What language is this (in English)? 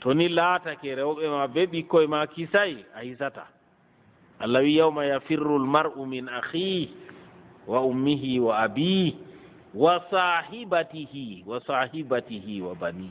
Fula